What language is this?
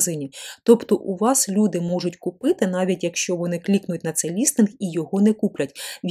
Ukrainian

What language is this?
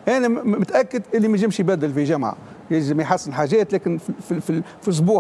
Tunisian Arabic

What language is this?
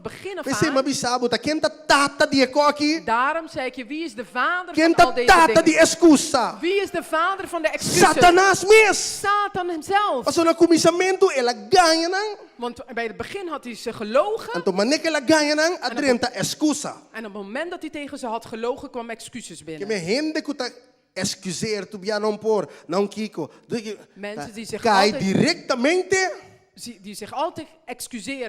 Papiamento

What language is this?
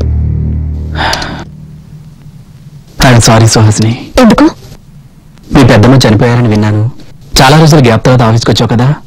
Telugu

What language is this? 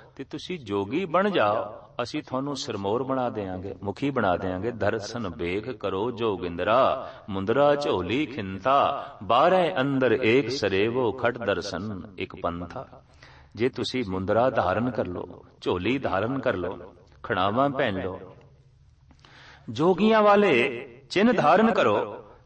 Punjabi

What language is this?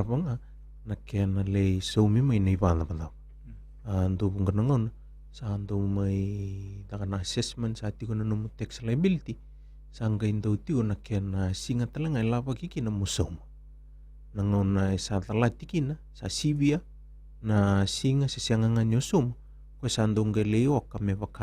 Fijian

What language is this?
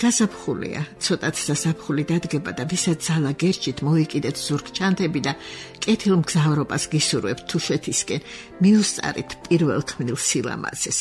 Georgian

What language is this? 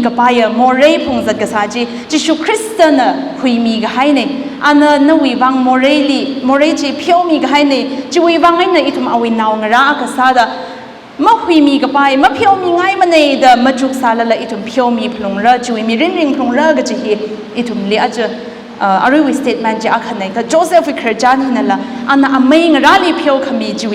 Tangkhul Naga (India)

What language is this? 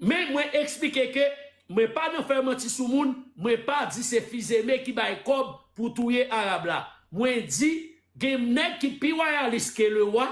Haitian Creole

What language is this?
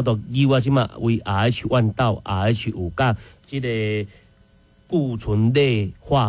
Min Nan Chinese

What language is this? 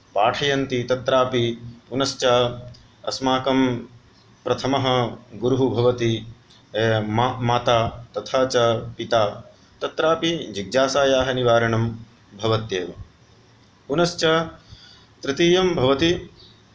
Sanskrit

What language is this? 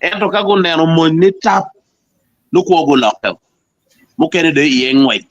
Acoli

